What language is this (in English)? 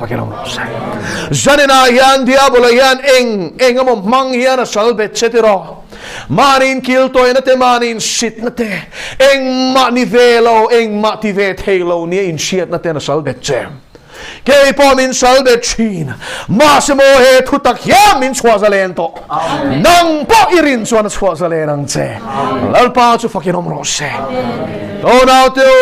Mizo